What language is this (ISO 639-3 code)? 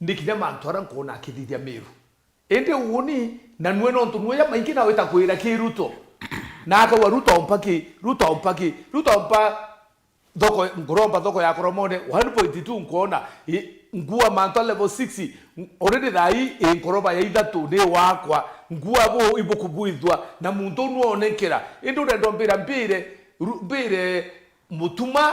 mer